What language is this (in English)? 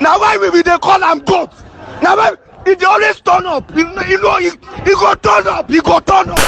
Nigerian Pidgin